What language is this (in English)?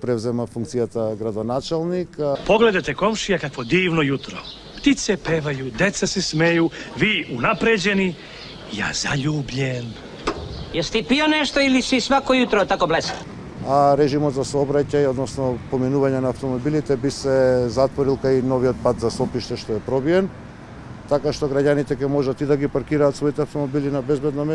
Macedonian